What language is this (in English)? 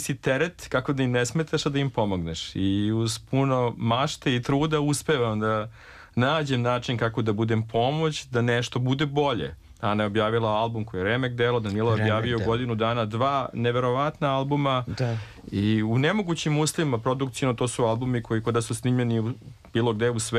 Serbian